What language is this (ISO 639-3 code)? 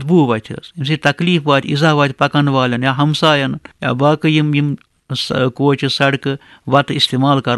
kas